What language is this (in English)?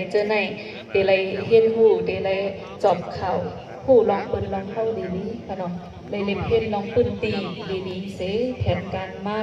Shan